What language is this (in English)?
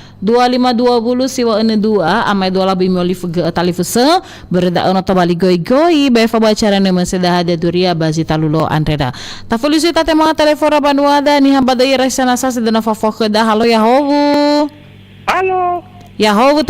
Nias